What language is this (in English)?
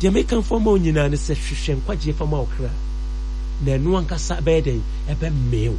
Akan